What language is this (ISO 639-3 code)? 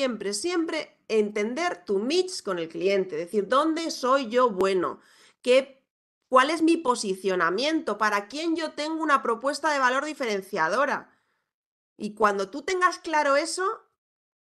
spa